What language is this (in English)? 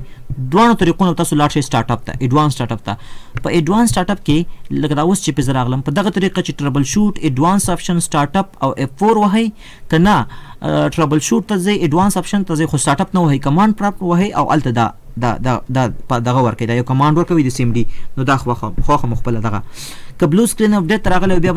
Pashto